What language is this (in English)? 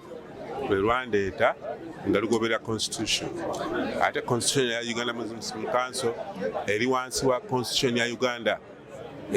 Ganda